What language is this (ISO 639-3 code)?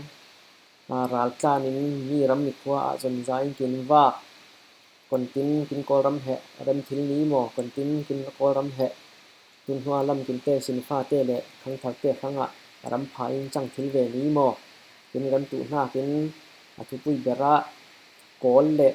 cfm